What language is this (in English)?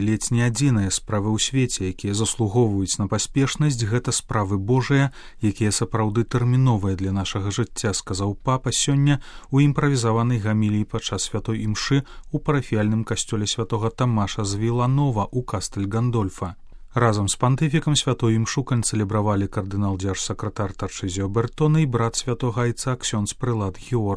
Belarusian